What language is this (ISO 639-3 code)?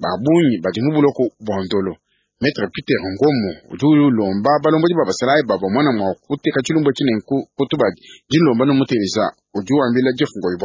lua